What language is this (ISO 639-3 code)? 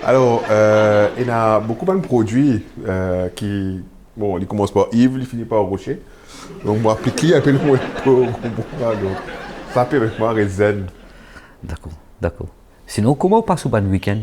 mfe